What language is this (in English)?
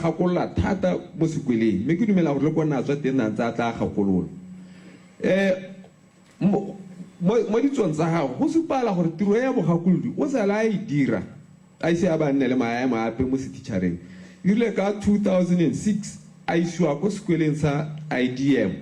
Tswana